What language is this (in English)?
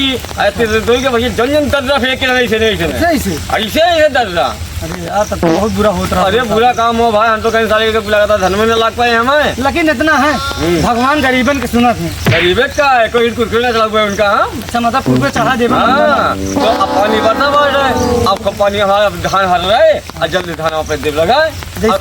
Awadhi